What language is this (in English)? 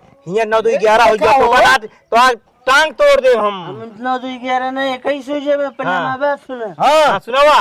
Awadhi